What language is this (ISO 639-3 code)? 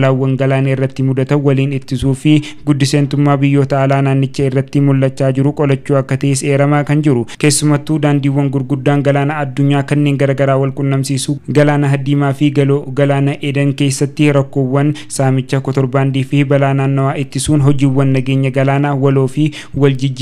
orm